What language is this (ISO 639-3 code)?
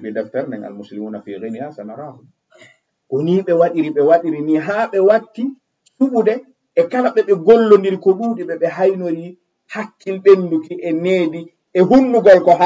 ful